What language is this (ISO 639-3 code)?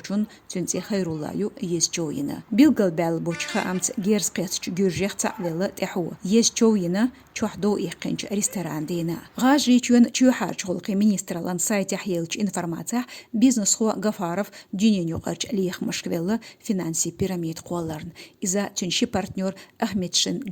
che